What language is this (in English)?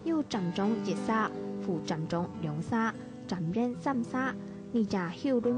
Hakka Chinese